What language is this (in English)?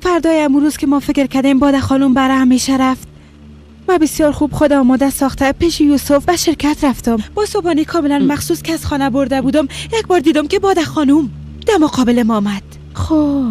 Persian